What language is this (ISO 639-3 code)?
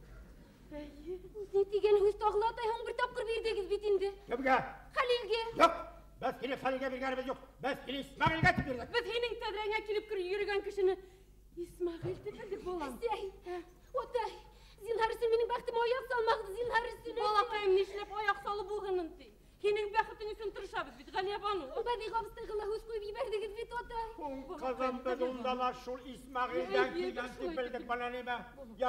bak